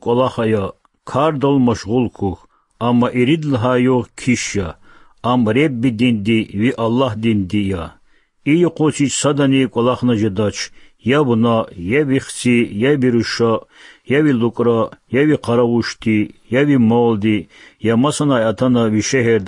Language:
Lezghian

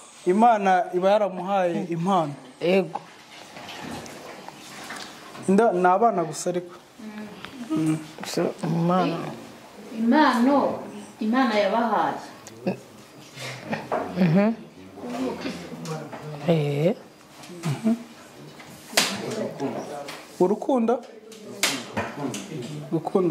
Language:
Kinyarwanda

